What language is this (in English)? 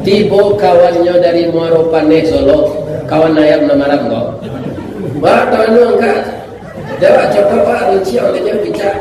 Minangkabau